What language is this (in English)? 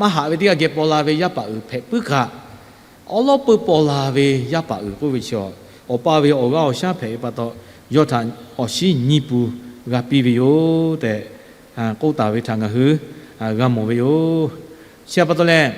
Lahu